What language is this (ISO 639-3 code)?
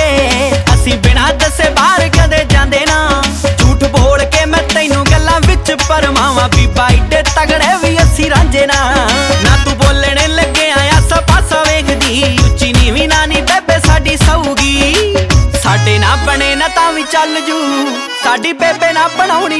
pan